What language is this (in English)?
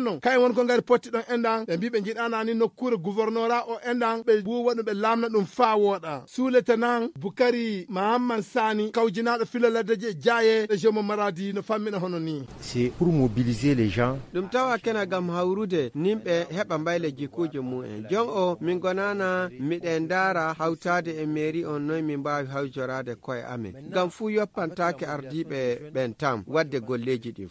Nigerian Fulfulde